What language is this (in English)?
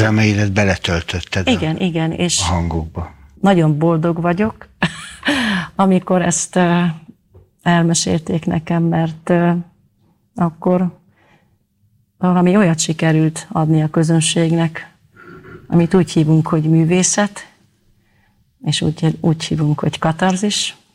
Hungarian